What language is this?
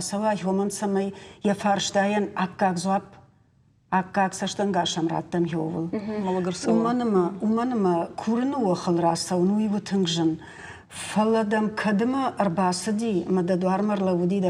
Ossetic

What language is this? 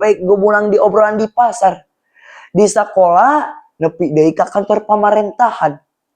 Sundanese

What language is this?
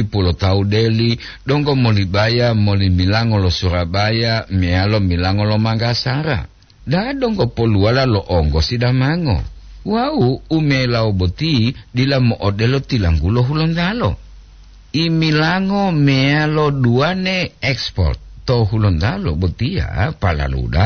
Gorontalo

